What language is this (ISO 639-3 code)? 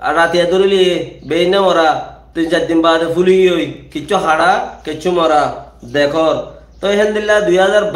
rhg